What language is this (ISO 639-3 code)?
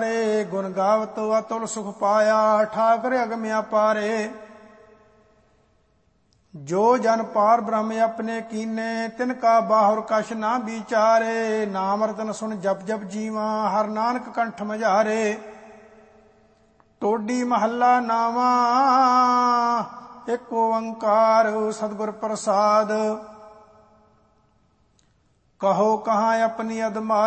pan